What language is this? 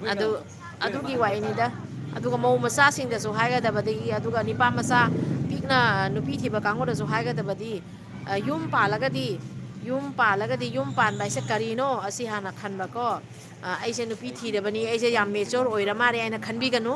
Manipuri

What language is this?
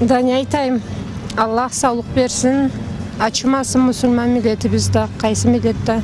Karachay-Balkar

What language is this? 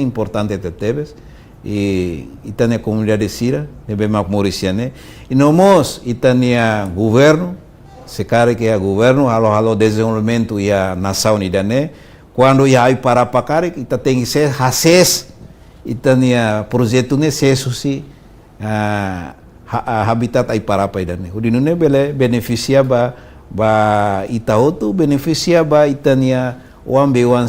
Tetum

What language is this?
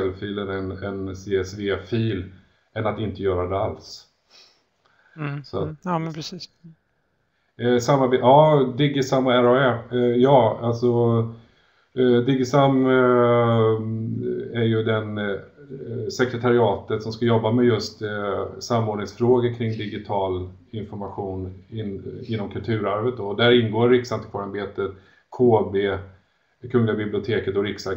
Swedish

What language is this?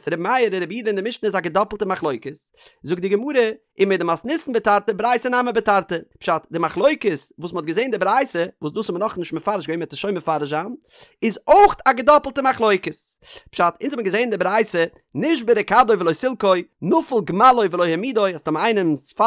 Yiddish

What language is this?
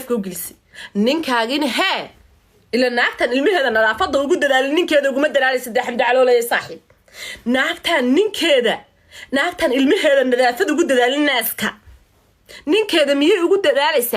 Somali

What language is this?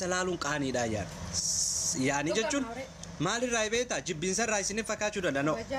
Oromo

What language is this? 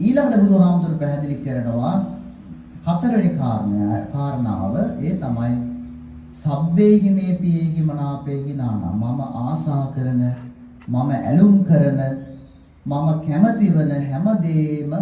Sinhala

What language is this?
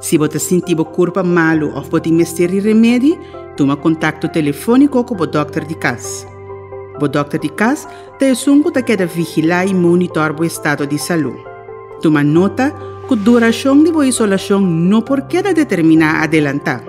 Papiamento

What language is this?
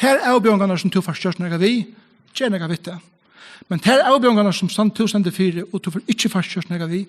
Faroese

